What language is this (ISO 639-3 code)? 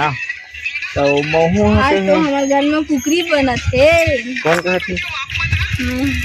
hne